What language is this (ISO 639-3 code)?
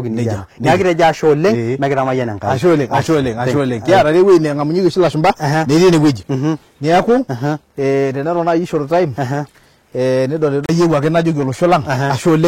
mas